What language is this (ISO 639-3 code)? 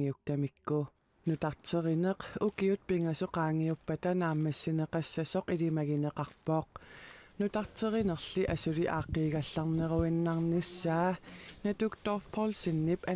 kal